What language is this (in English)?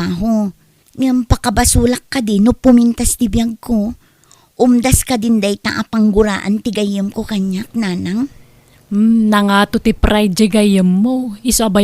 Iloko